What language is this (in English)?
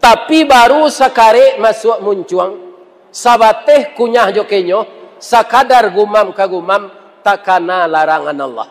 Minangkabau